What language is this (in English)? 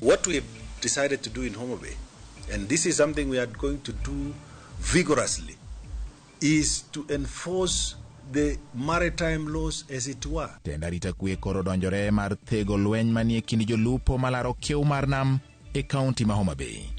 Luo (Kenya and Tanzania)